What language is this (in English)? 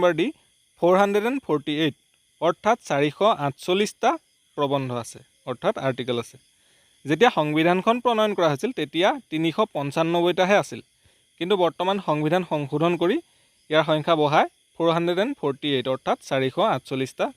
Assamese